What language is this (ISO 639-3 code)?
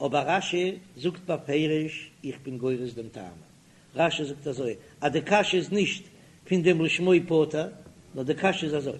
yid